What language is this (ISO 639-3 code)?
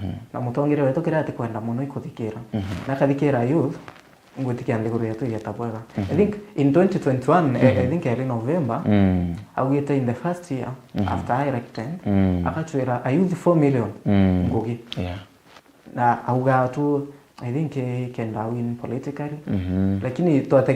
mer